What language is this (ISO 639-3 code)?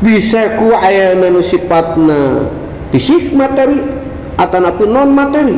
sun